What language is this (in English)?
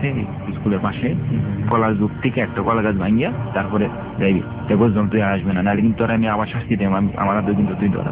Bangla